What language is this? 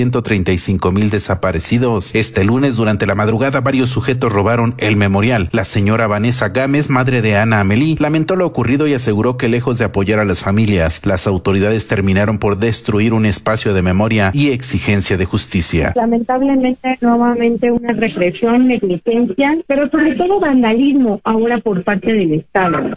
Spanish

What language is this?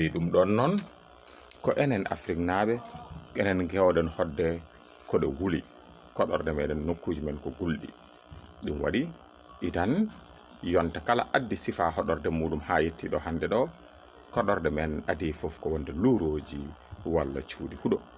Fula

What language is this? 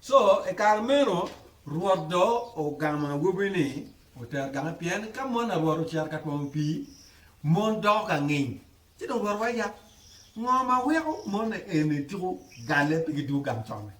Acoli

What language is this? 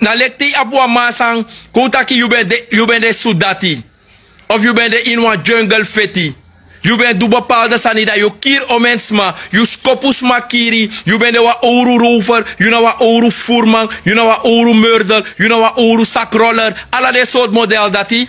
Sranan Tongo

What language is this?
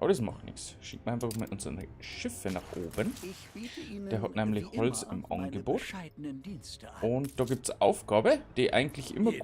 Bavarian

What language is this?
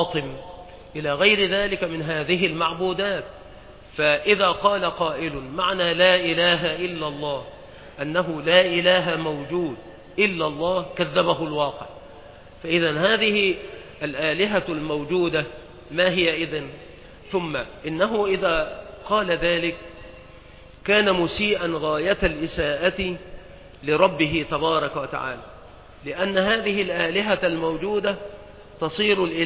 Arabic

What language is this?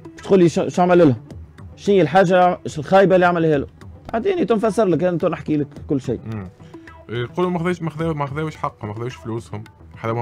Tunisian Arabic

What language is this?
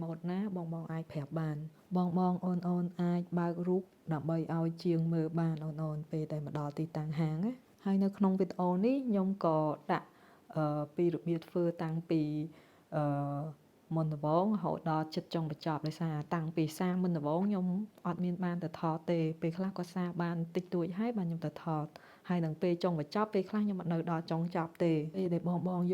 Khmer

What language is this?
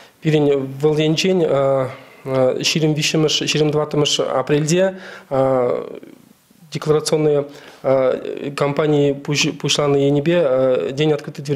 Chuvash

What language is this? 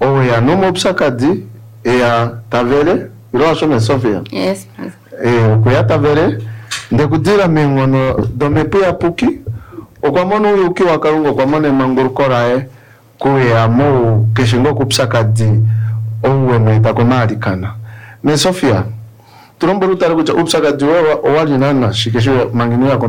Kuanyama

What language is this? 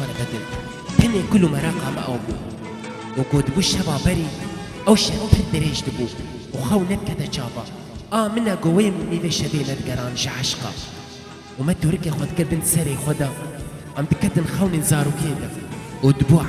Kurdish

